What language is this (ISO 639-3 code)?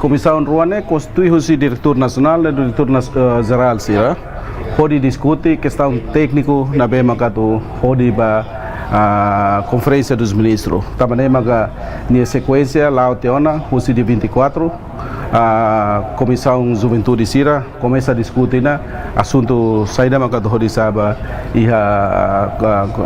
tet